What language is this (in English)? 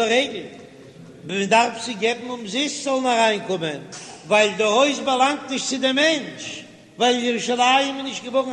Yiddish